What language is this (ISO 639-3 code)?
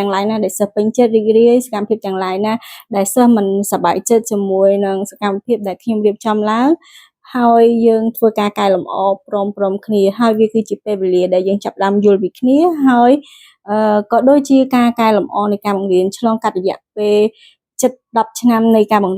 khm